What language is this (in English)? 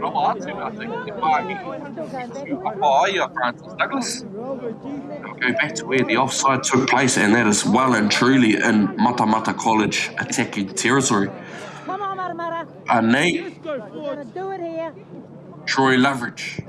Māori